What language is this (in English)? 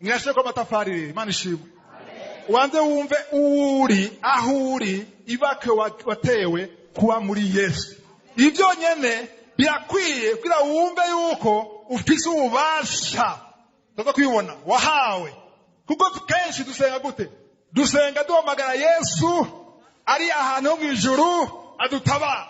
Rundi